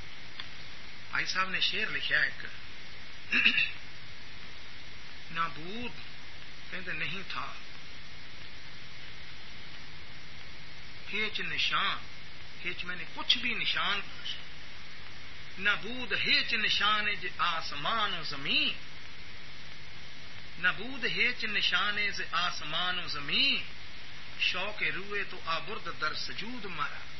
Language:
Urdu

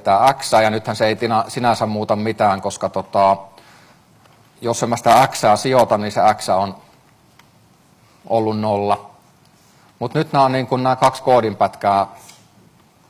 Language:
Finnish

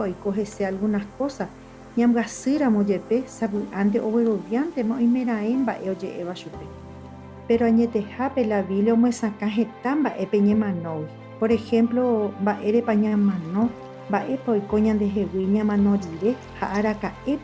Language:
Guarani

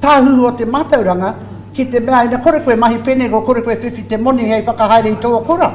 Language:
Māori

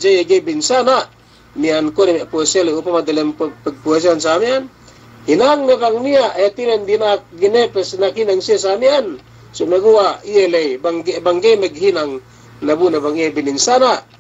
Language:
Yakan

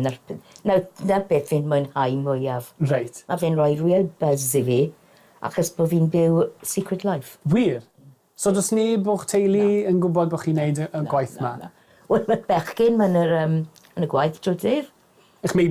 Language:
Welsh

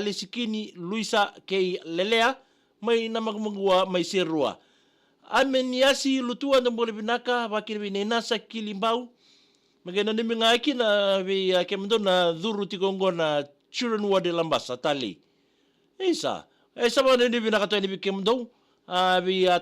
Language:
Fijian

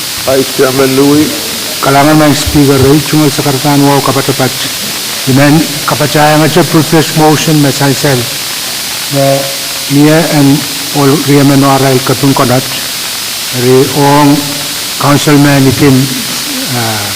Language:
Pohnpeian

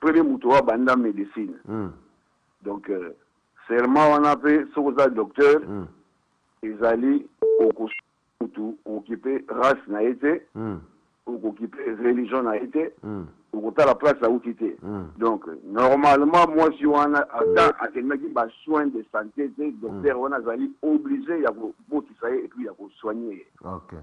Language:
Lingala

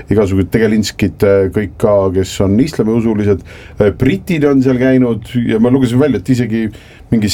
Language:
Estonian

